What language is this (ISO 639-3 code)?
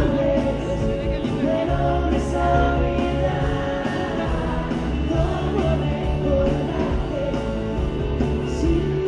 spa